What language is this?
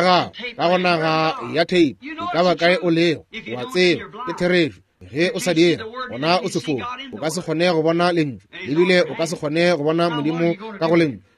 Northern Sotho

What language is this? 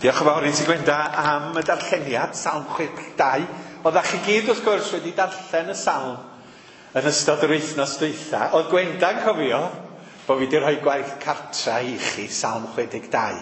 Welsh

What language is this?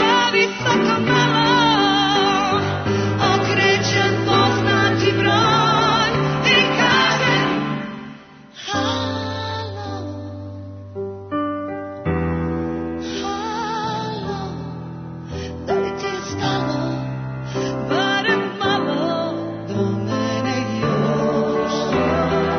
Serbian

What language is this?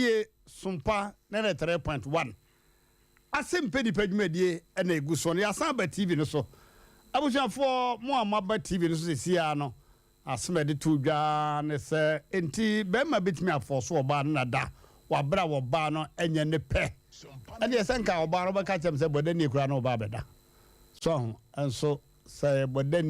Akan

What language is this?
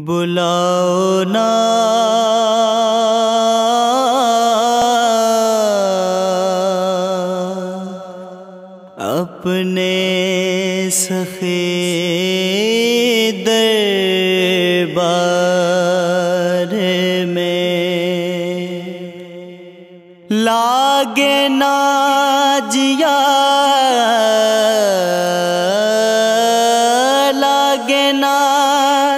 Urdu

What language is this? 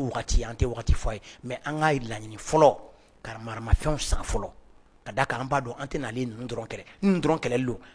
Bambara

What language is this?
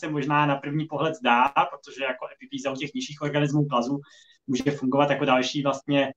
Czech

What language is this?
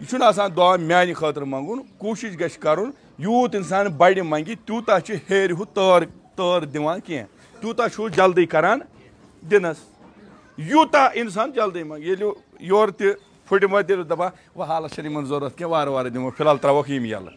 Kashmiri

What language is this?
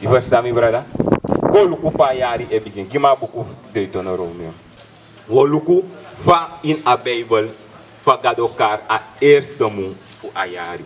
Sranan Tongo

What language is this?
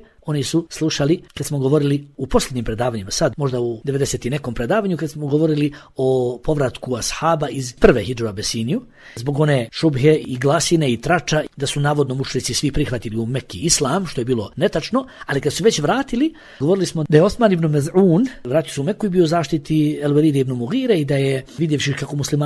Bosnian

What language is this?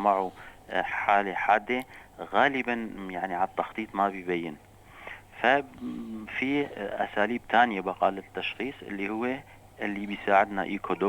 North Levantine Arabic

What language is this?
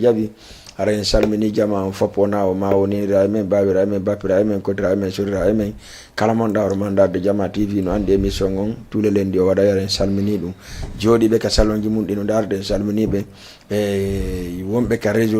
Fula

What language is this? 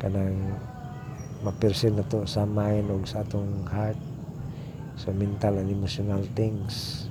Cebuano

